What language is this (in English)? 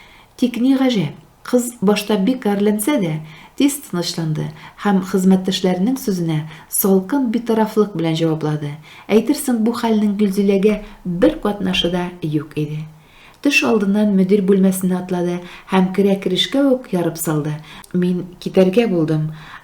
Tatar